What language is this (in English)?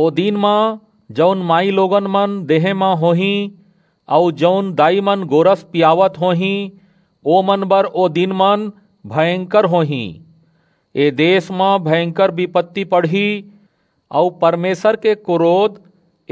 Chhattisgarhi